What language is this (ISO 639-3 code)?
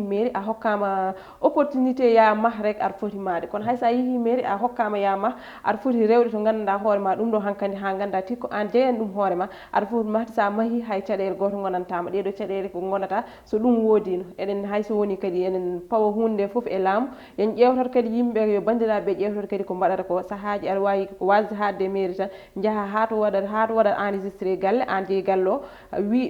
ful